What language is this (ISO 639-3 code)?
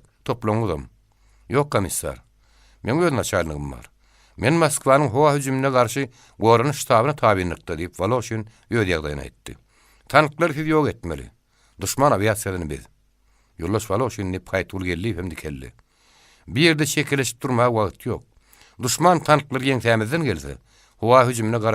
tuk